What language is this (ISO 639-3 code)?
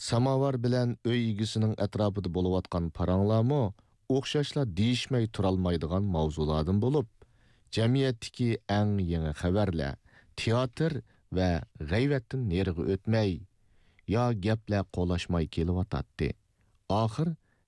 uig